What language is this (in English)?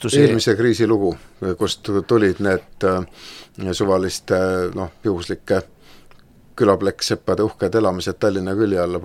Estonian